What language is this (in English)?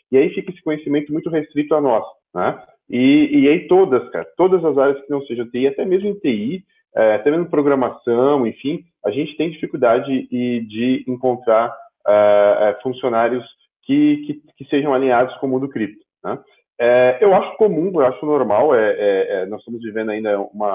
Portuguese